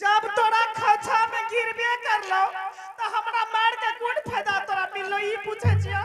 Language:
Angika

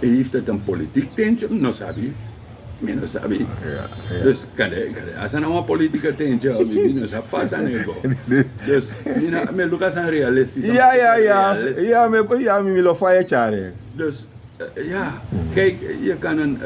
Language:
Sranan Tongo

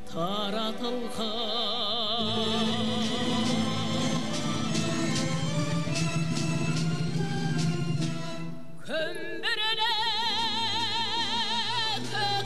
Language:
Kazakh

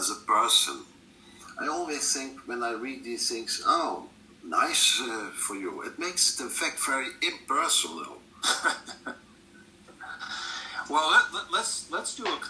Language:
English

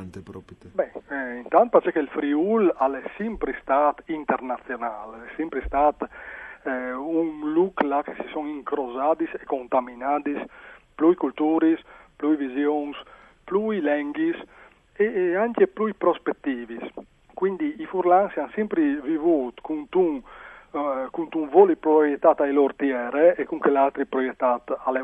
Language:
Friulian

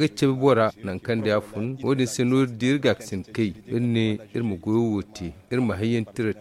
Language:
Zarma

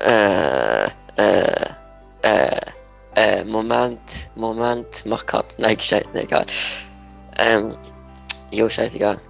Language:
Swiss German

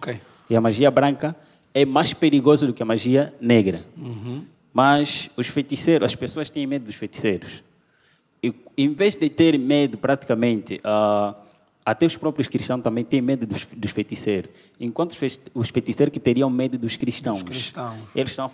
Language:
Portuguese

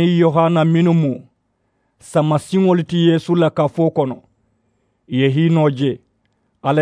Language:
Mandingo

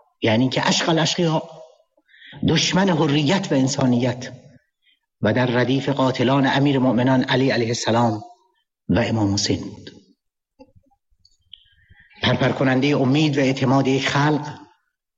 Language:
Persian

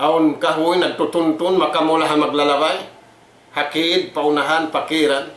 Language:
Tausug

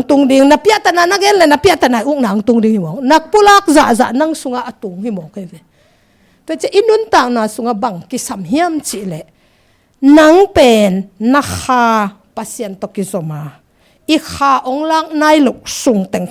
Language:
Tedim Chin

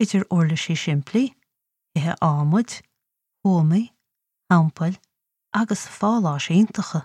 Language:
Irish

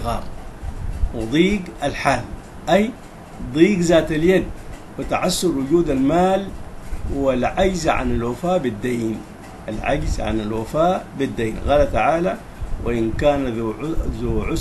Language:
Arabic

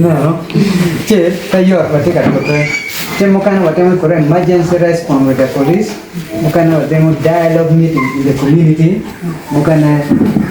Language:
Acoli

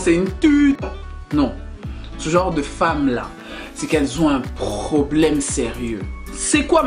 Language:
French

